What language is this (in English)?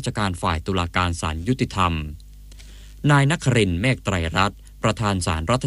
Thai